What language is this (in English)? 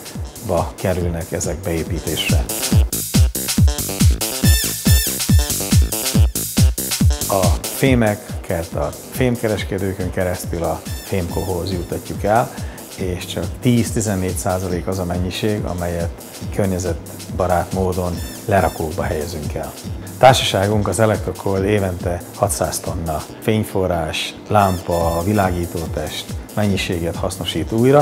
Hungarian